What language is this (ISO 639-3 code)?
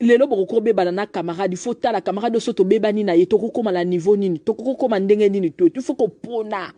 lin